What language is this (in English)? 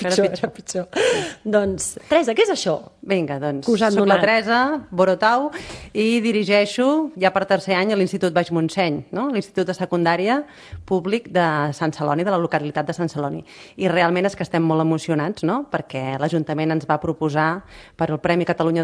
Catalan